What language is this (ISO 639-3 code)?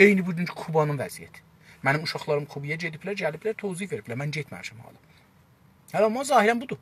azb